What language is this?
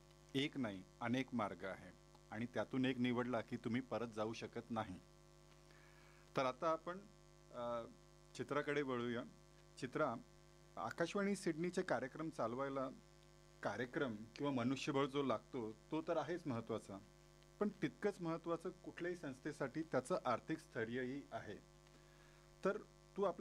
Marathi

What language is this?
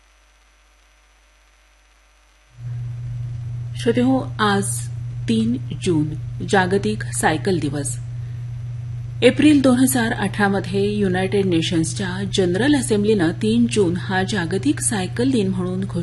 Marathi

